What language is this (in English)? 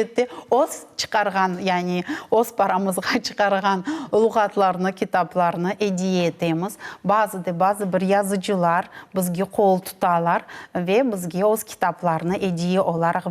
Crimean Tatar